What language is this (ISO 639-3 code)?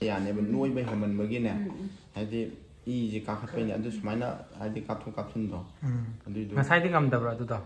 mni